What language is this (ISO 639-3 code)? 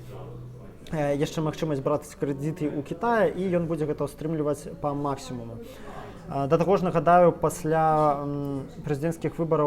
bel